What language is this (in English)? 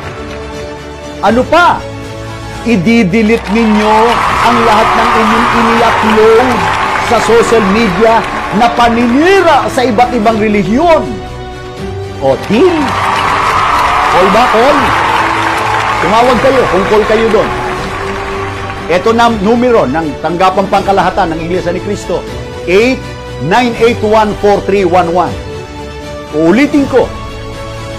Filipino